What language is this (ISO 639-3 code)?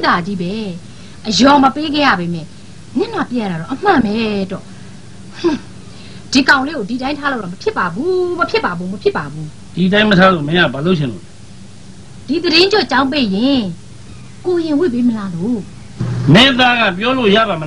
mya